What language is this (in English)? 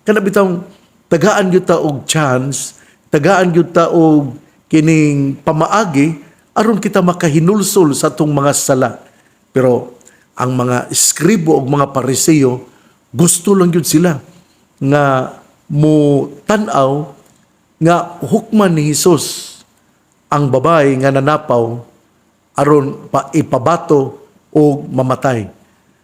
Cebuano